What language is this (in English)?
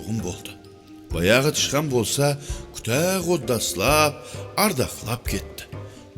Kara-Kalpak